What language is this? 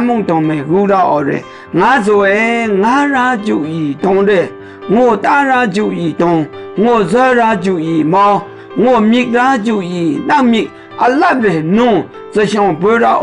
Maru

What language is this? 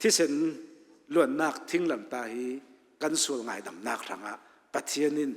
Hakha Chin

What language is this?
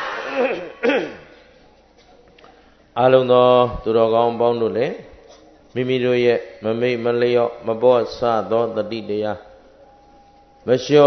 Burmese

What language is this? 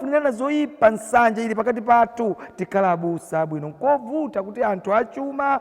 Nyanja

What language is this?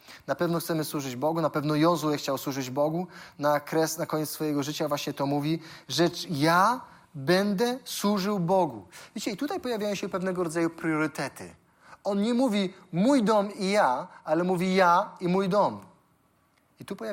Polish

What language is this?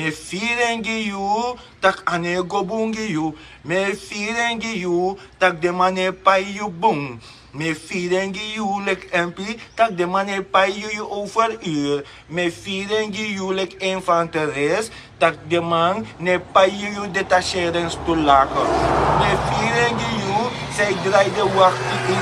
Sranan Tongo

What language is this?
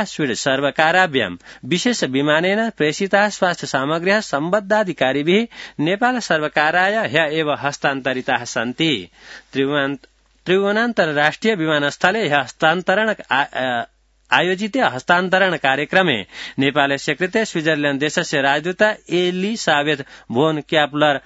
Sanskrit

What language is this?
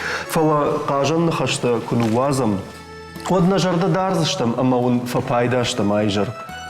Ossetic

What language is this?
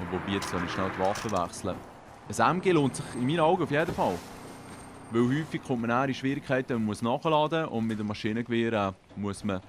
Swiss German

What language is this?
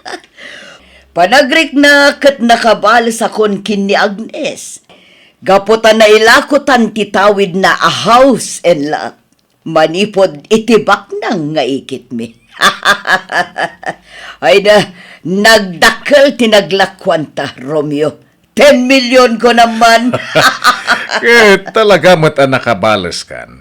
Iloko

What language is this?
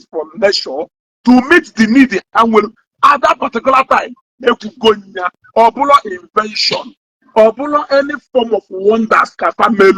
Igbo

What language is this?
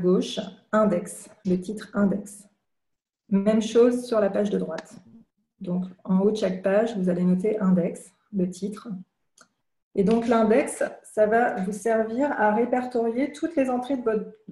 French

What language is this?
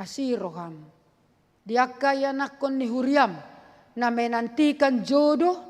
Batak Toba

